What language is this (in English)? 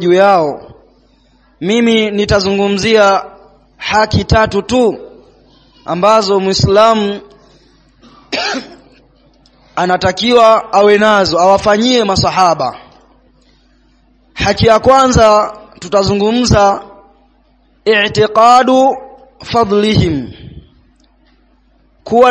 Swahili